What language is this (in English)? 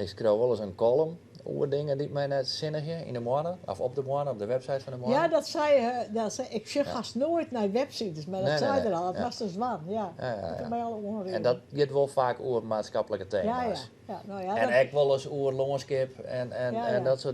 Western Frisian